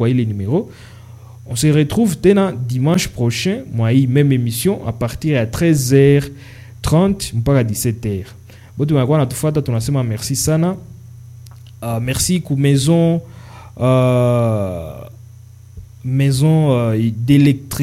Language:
Swahili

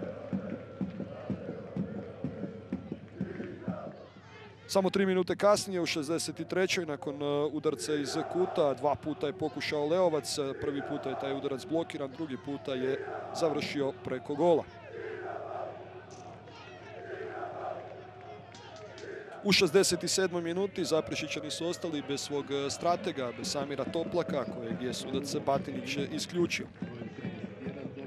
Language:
Croatian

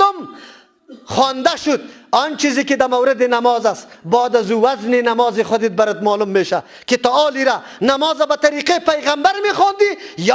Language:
Persian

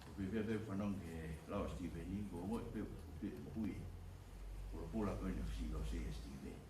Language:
Tongan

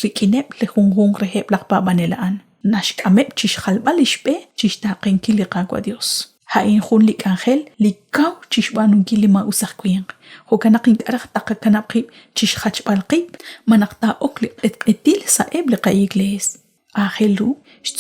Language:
Kekchí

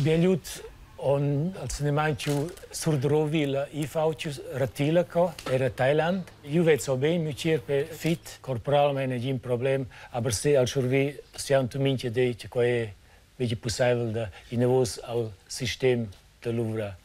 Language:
Romansh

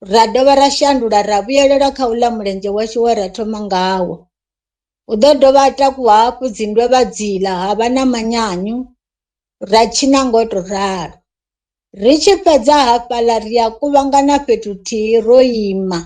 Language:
Venda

